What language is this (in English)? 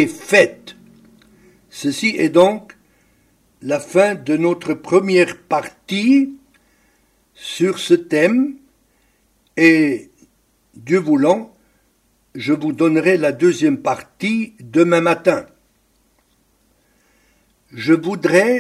French